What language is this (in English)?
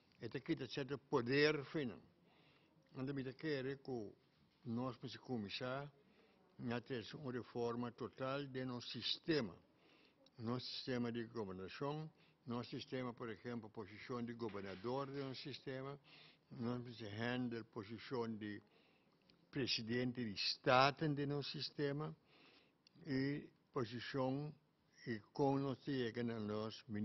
Papiamento